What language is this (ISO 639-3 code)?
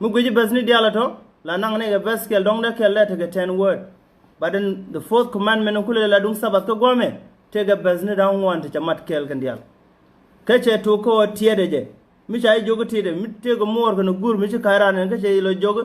nus